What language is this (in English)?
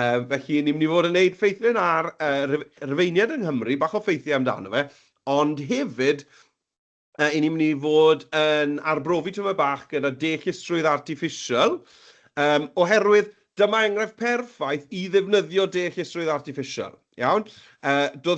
Welsh